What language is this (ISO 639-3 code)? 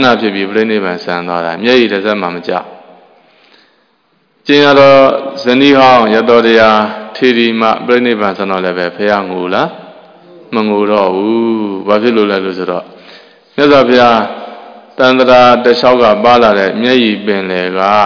mya